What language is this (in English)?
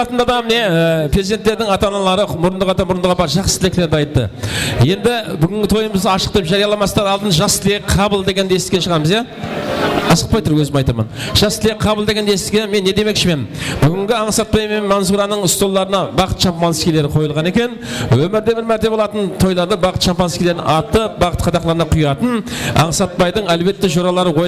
Kara-Kalpak